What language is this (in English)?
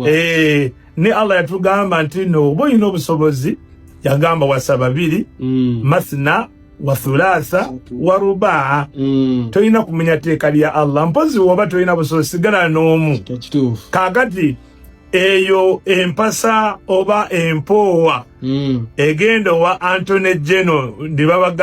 Ganda